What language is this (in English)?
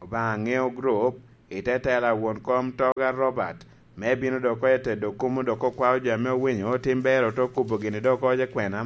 Lango (Uganda)